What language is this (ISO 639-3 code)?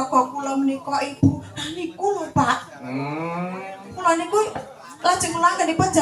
jav